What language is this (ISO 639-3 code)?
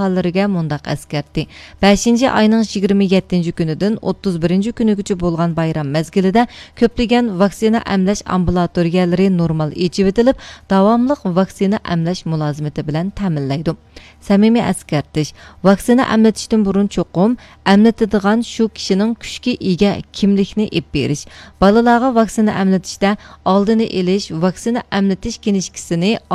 uig